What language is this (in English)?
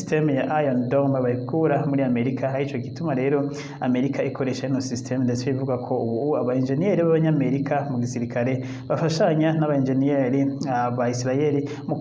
Rundi